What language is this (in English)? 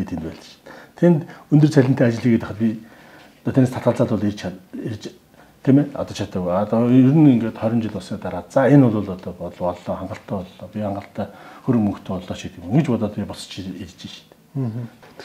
Mongolian